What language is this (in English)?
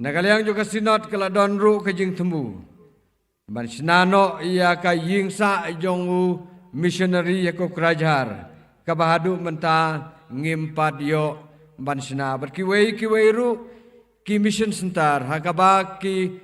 Khasi